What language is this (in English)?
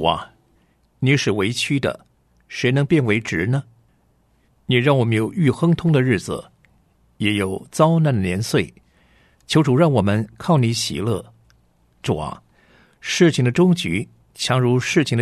Chinese